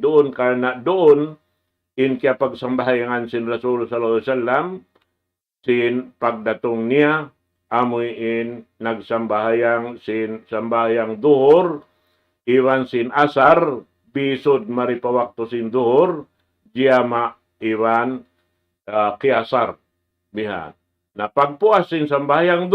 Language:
Tausug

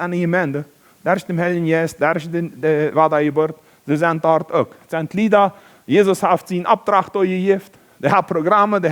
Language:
Plautdietsch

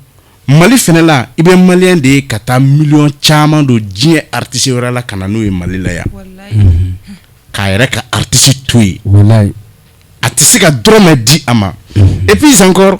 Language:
Bambara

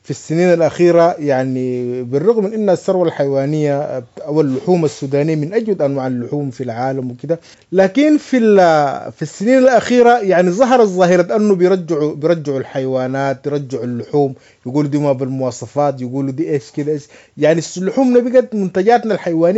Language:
Sudanese Arabic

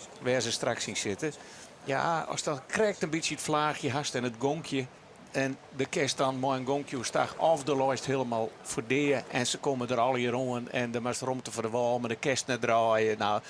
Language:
Western Frisian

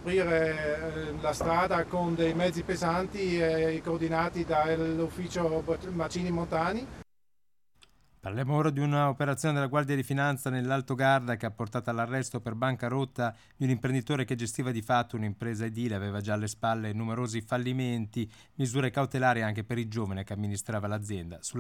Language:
Italian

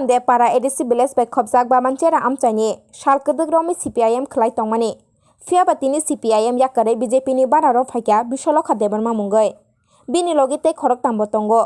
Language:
Kok Borok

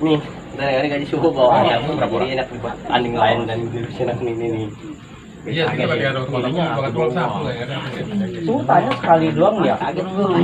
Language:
Betawi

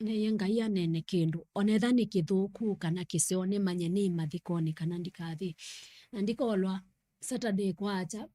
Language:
Kamba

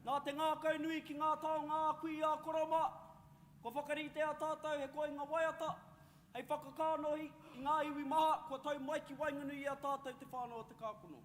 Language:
Māori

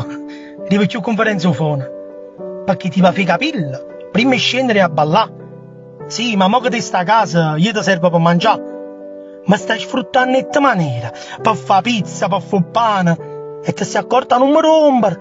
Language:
Neapolitan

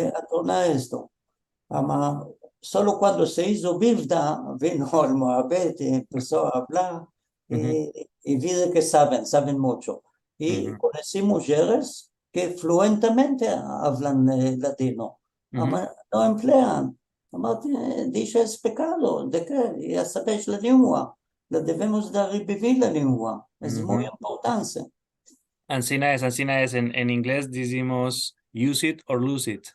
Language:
Ladino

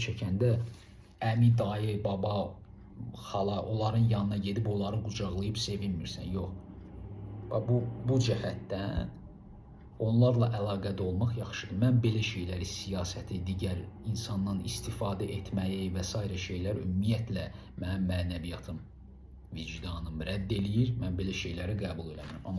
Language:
Azerbaijani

